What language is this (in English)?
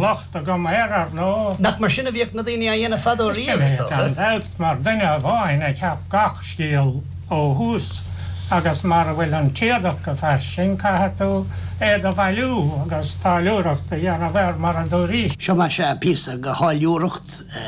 Irish